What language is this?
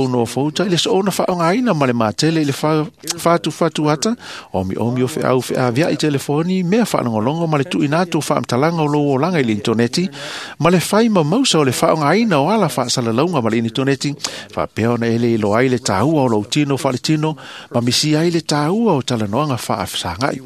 Samoan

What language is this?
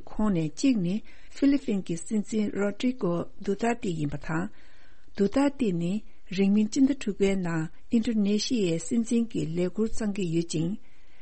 Tibetan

